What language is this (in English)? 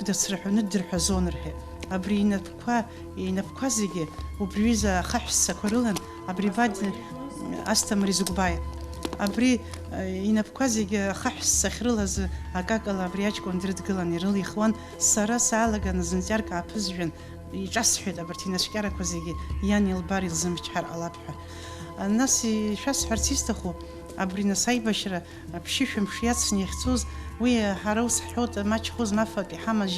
Abkhazian